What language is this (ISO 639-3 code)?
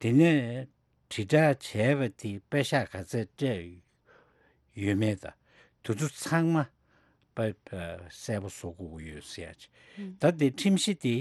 bod